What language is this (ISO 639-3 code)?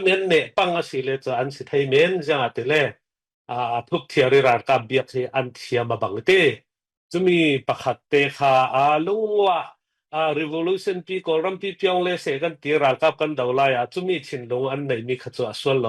cfm